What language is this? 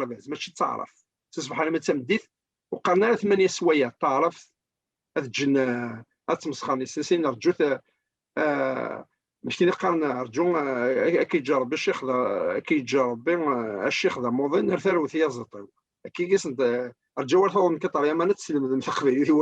Kabyle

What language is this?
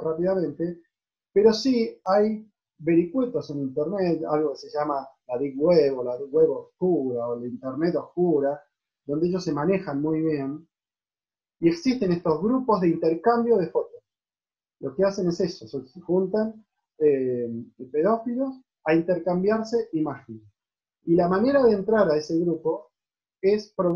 Spanish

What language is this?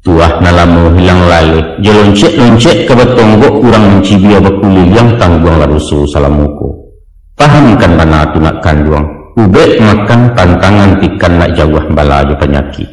Minangkabau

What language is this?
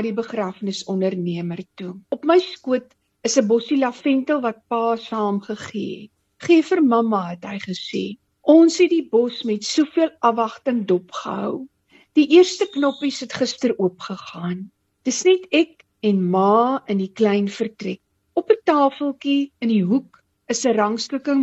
Afrikaans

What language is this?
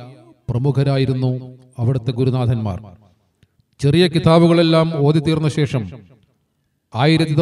Malayalam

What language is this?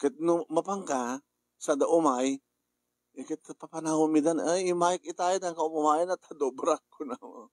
Iloko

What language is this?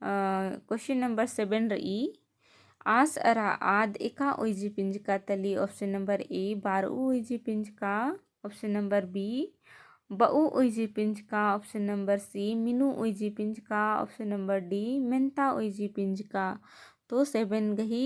Kurukh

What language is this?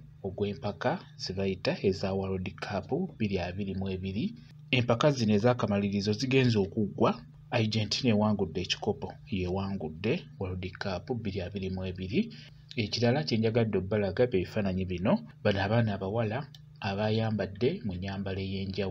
Ganda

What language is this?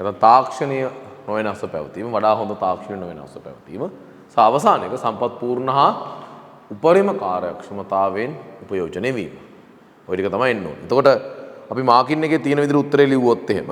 Sinhala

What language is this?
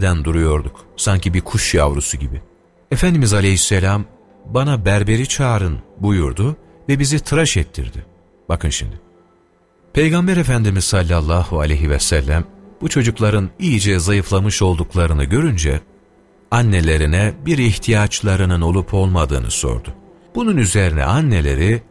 Turkish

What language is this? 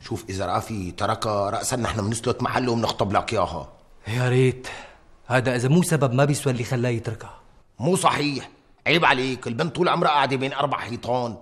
North Levantine Arabic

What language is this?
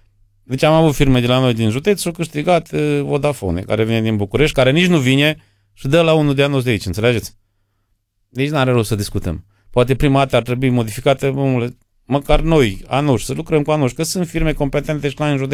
Romanian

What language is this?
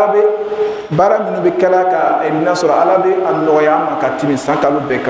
Bambara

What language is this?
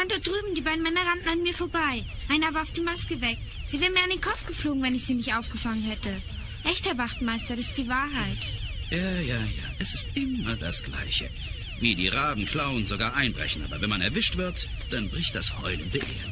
German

